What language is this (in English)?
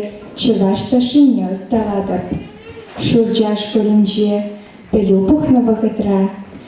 Chuvash